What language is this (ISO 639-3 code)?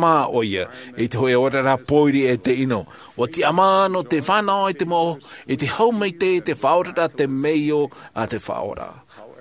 tah